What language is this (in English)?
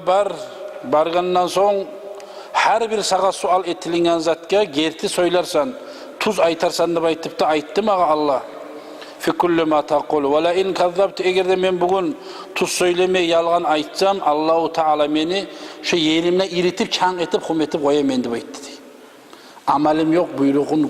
Kumyk